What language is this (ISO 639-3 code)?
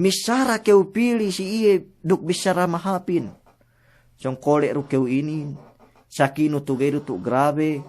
yka